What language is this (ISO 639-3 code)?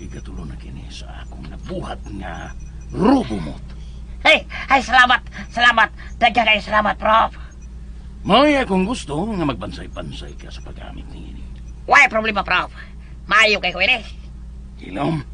ceb